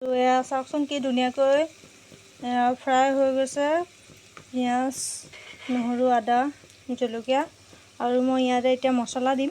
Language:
Assamese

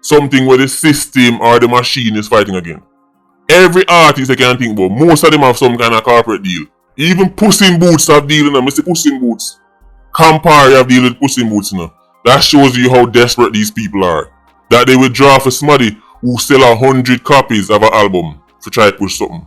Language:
Jamaican Creole English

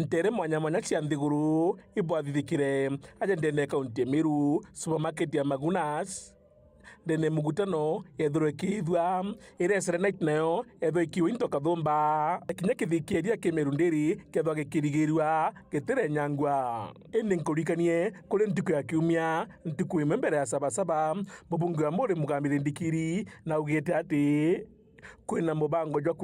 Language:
Meru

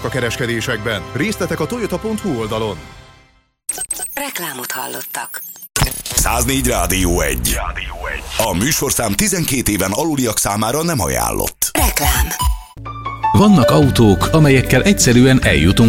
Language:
Hungarian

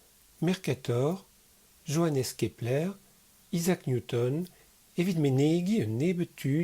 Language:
Breton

